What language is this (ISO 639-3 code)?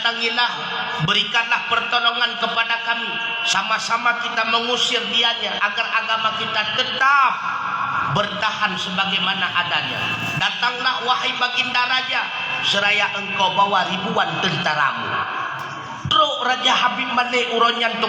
ace